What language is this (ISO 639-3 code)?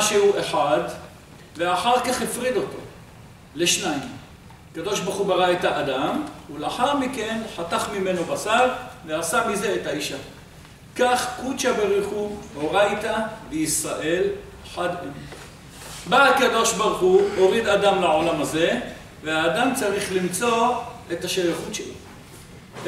heb